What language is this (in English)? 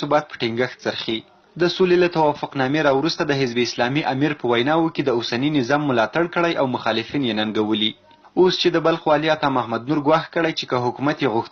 Pashto